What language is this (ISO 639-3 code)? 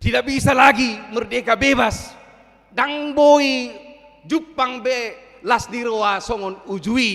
bbc